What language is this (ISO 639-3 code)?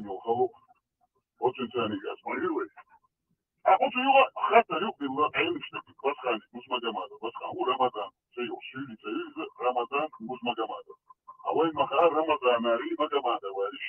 che